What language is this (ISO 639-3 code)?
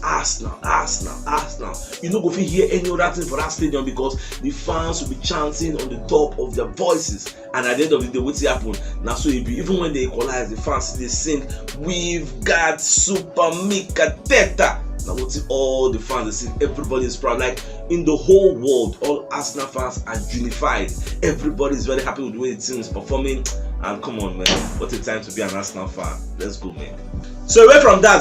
pcm